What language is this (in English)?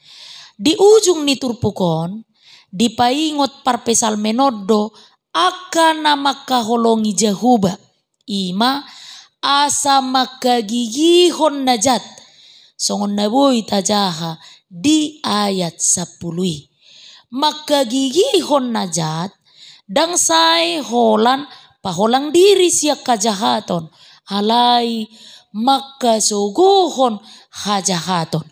Batak Toba